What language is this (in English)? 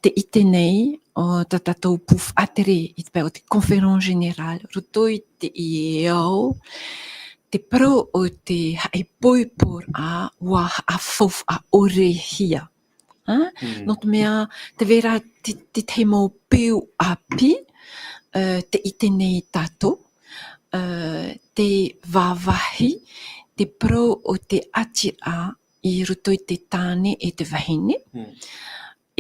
Tahitian